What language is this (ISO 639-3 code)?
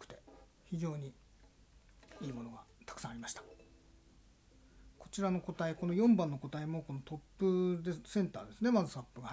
jpn